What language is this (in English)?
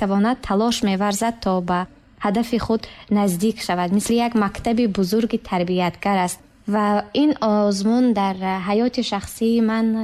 Tajik